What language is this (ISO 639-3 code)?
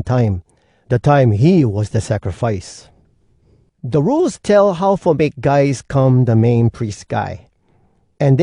hwc